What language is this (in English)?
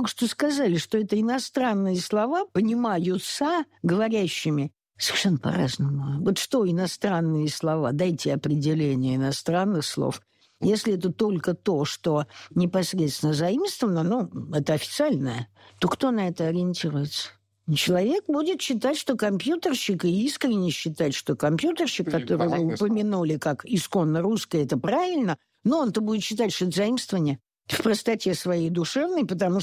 Russian